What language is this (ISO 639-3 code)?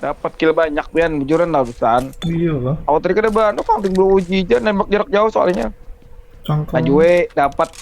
bjn